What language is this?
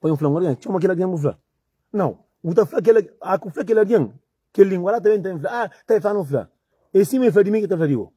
Kabuverdianu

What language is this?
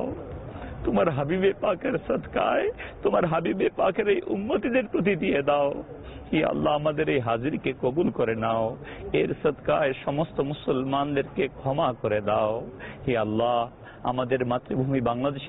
Bangla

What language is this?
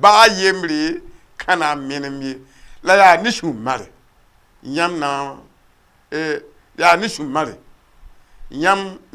Mossi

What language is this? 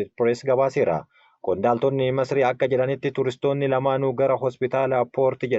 Oromo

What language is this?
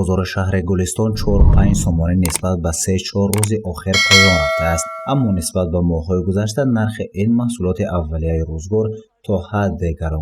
Tajik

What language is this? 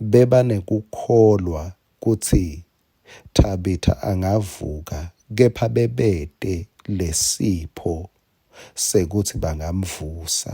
Swati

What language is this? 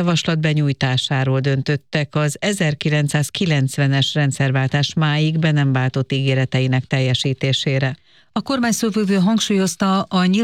Hungarian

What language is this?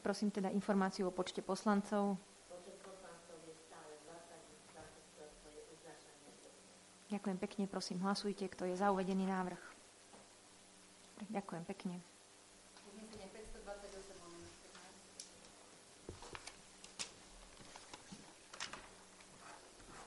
Slovak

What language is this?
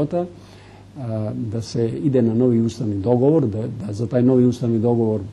Serbian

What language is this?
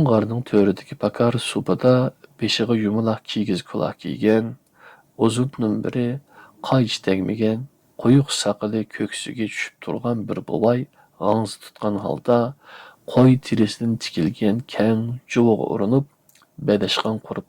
Uyghur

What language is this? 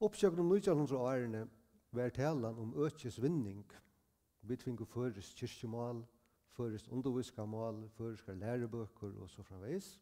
Faroese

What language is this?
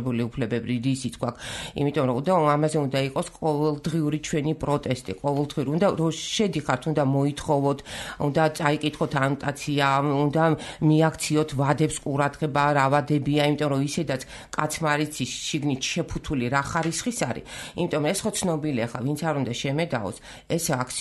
Georgian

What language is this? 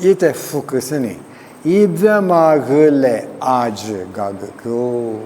Lisu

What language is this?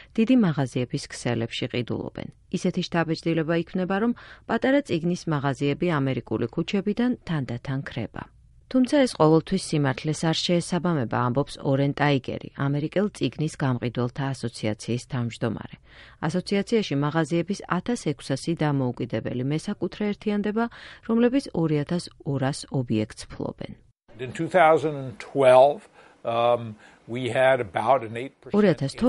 Georgian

